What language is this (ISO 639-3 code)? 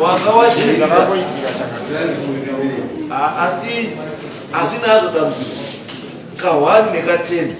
sna